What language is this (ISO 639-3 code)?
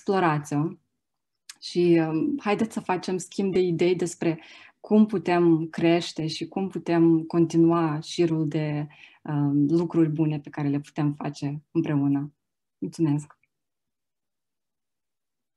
ron